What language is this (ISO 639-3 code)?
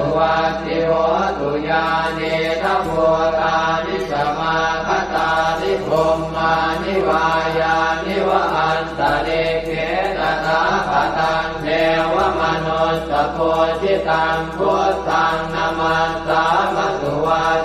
pli